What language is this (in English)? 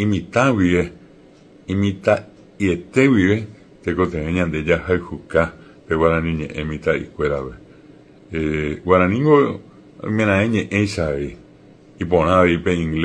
Guarani